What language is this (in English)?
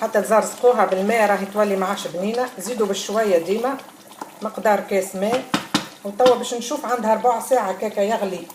Tunisian Arabic